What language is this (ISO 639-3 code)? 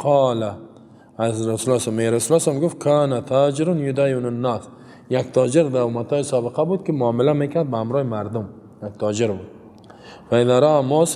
fas